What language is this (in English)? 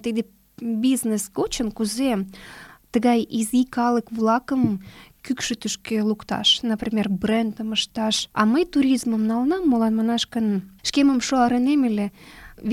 Mari